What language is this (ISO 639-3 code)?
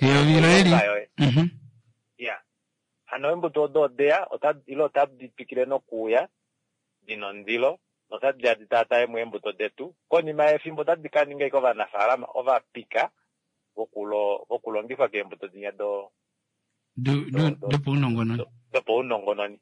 kua